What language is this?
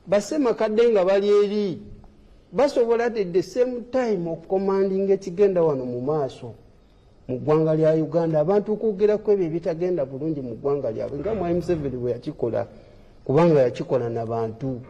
Ganda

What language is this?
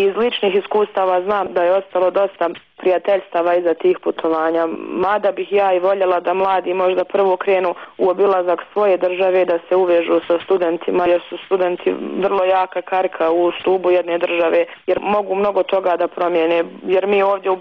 Bosnian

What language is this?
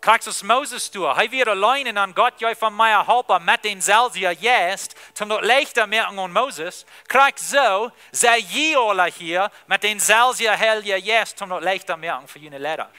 Plautdietsch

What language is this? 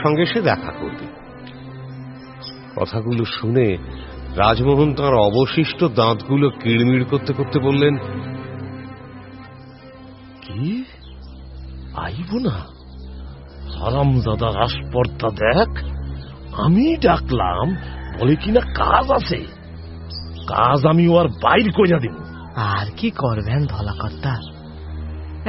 Bangla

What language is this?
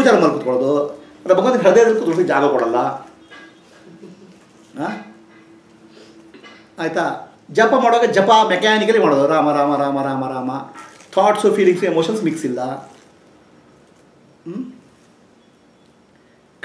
Kannada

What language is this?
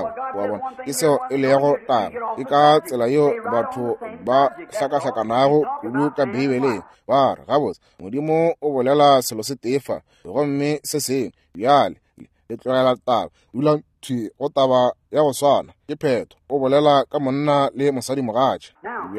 Northern Sotho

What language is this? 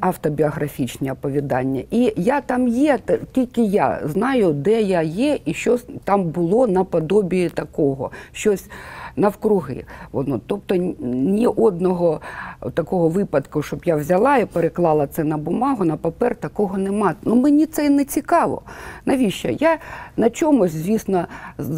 Ukrainian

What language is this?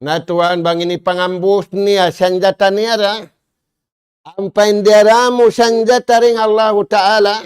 Tausug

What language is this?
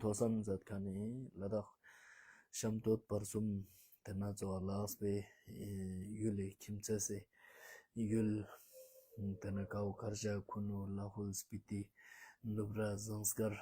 Ladakhi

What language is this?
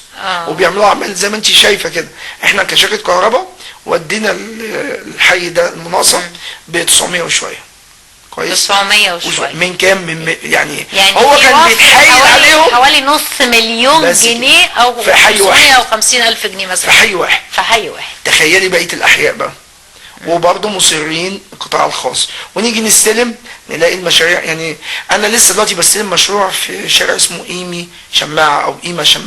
Egyptian Arabic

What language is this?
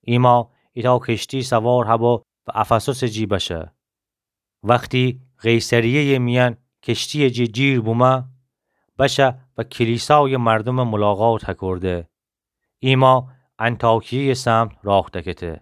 Gilaki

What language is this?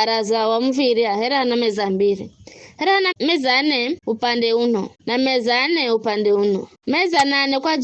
Giryama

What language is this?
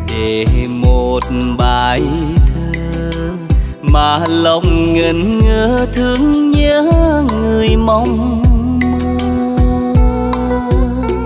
Vietnamese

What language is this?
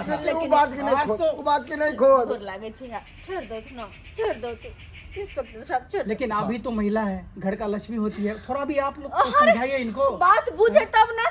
Maithili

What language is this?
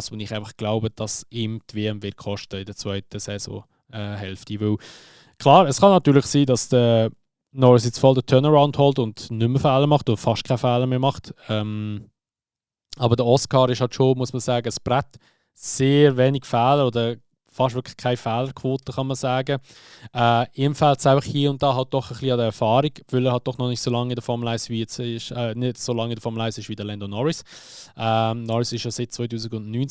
Swiss German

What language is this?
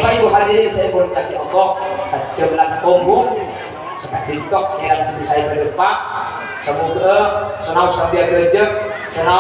Madurese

